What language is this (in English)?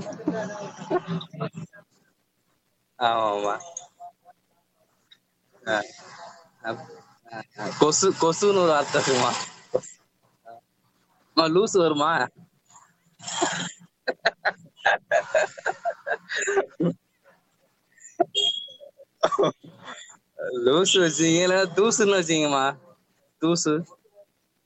Tamil